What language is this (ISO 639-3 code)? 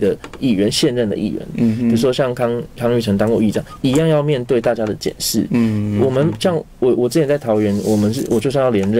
zho